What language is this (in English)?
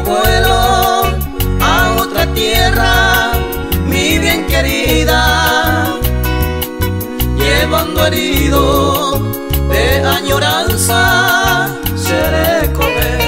Spanish